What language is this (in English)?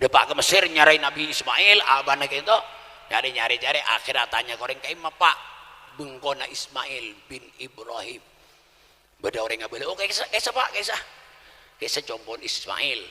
Madurese